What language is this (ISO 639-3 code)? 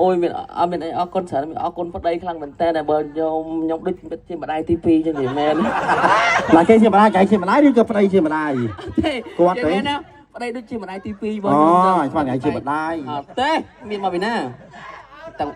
khm